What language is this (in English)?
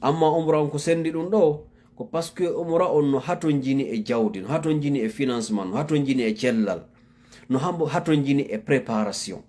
Fula